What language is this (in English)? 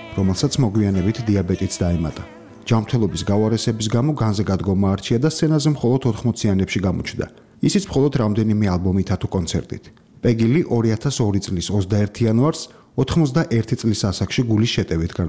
Georgian